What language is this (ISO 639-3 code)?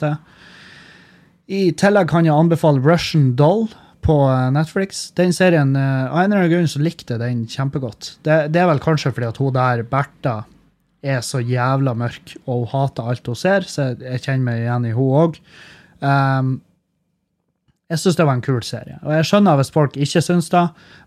nor